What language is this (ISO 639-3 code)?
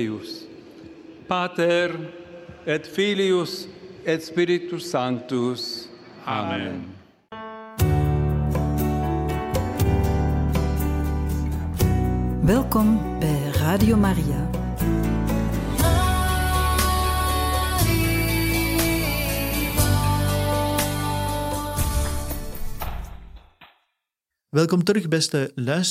nld